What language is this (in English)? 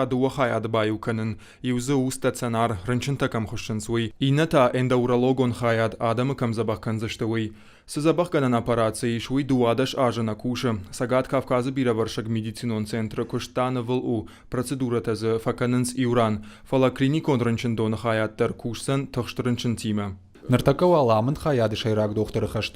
Ossetic